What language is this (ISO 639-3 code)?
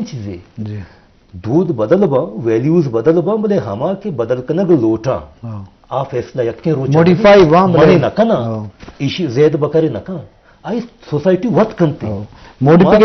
bgp